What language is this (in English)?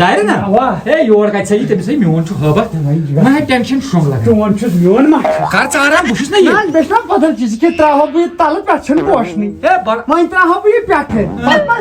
Kashmiri